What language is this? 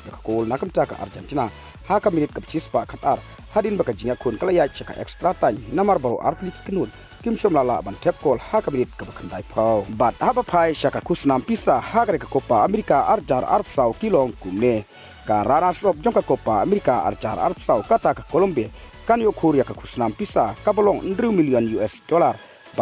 Khasi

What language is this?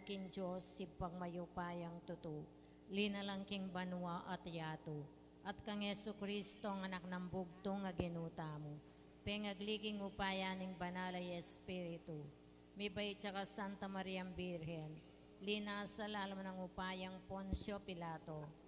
Pampanga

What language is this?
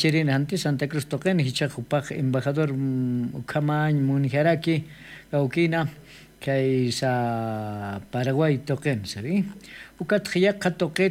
Aymara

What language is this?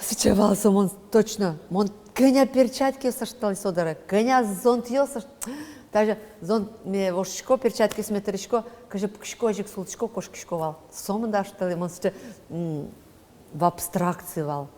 Udmurt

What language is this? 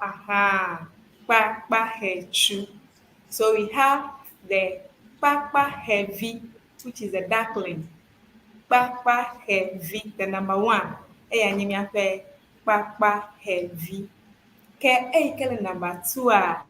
Ewe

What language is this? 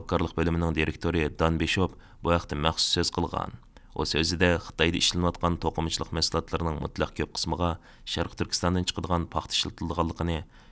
Uyghur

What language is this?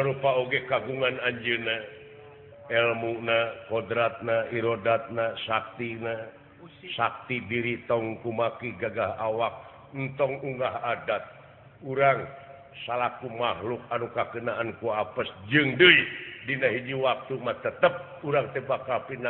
Sundanese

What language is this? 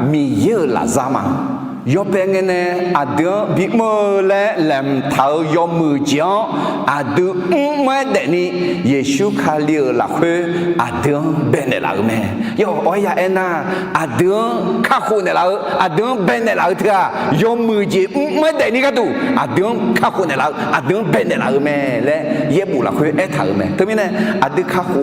Akha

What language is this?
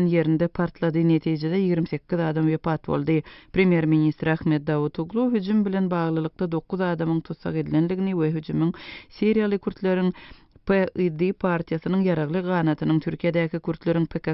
Turkmen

